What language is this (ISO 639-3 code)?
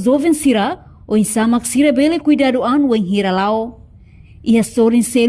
tet